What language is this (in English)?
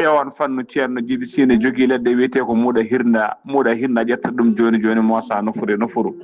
Fula